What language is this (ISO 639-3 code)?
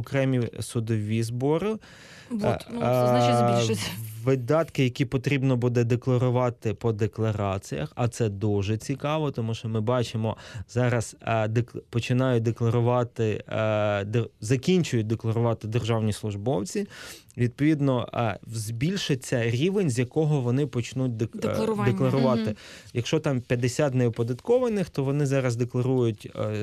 ukr